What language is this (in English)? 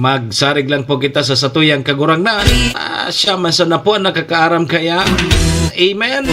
Bikol